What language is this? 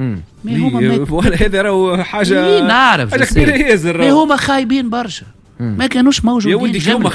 Tunisian Arabic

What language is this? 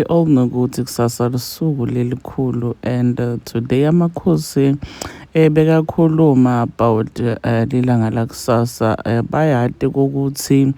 Zulu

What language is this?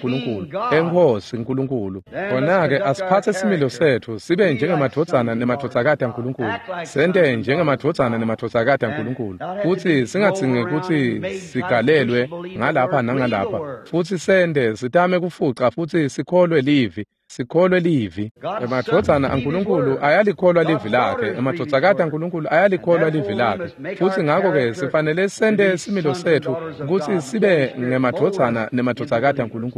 Swati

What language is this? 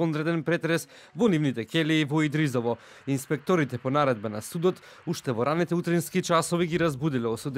Macedonian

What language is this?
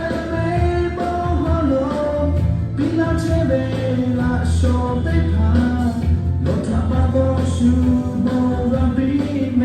Lahu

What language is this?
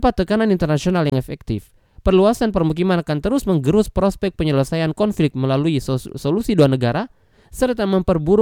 Indonesian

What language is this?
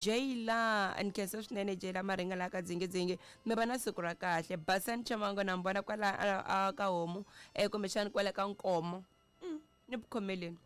Tsonga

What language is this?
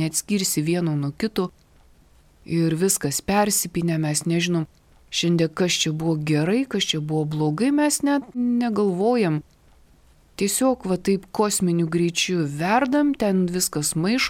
Lithuanian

